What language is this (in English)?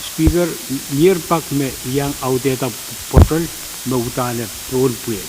Pohnpeian